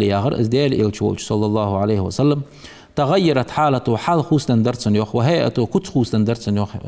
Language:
Ingush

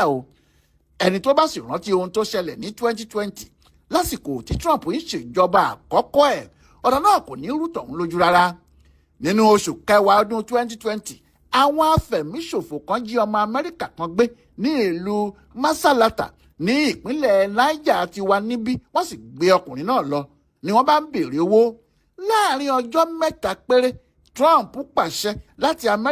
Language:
Yoruba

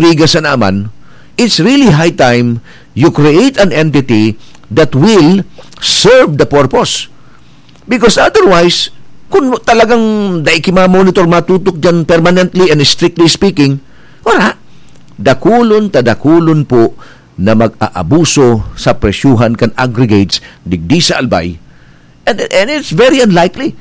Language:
Bikol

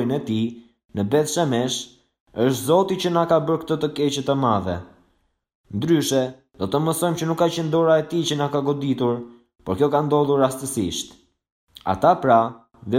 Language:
Albanian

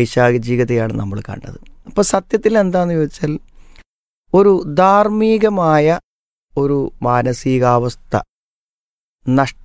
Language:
Malayalam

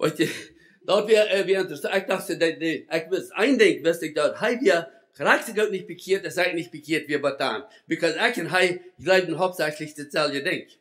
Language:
Plautdietsch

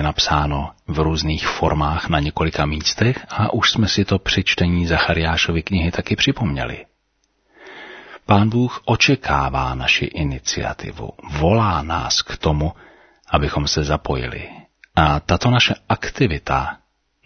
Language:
Czech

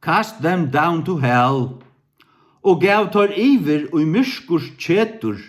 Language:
Faroese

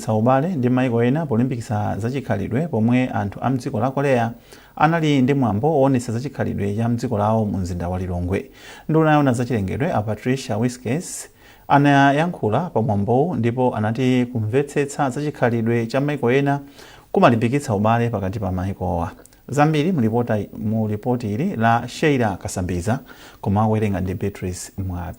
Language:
Nyanja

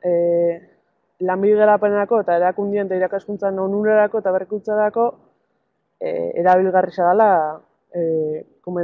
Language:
Basque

